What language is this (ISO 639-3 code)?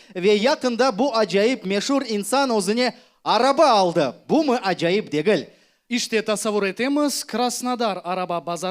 crh